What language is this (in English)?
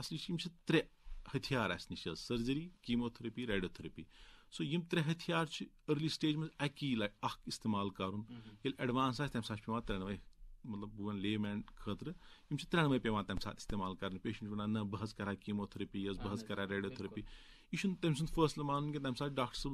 Kashmiri